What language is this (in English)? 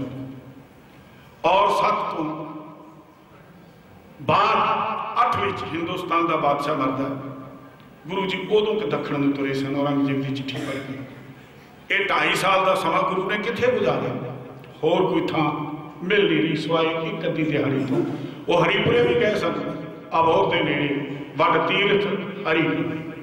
Punjabi